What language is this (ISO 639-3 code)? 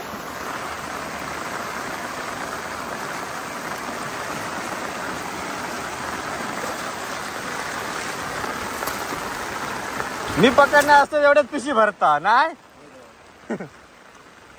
mar